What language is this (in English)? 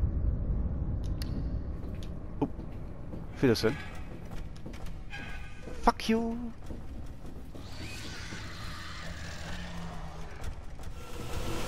German